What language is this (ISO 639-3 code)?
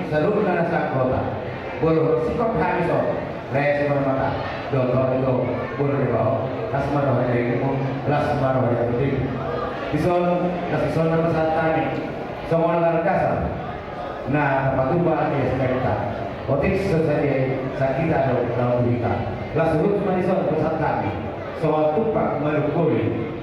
bbc